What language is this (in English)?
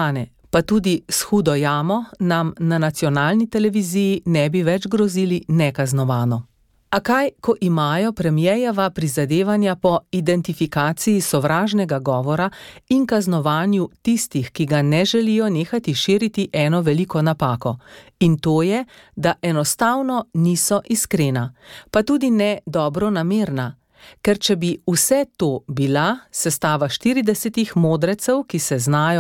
Slovenian